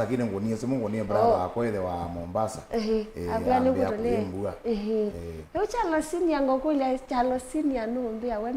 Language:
Kamba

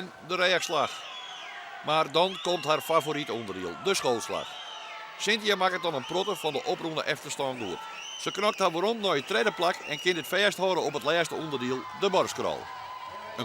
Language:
Western Frisian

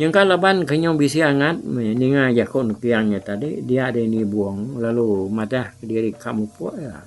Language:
Iban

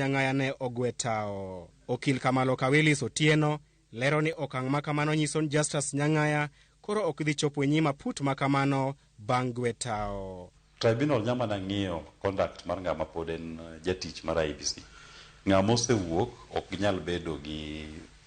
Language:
Luo (Kenya and Tanzania)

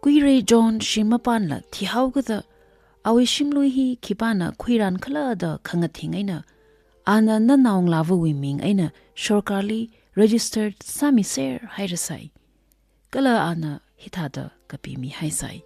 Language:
Tangkhul Naga (India)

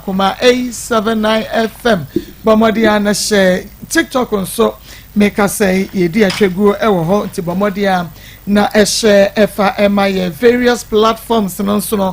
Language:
Akan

